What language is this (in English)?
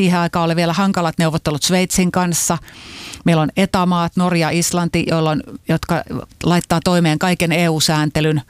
Finnish